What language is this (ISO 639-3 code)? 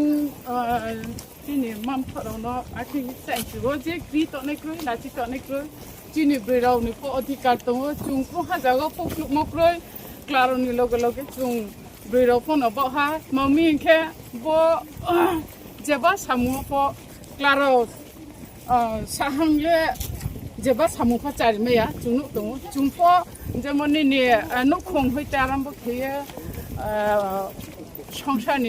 ria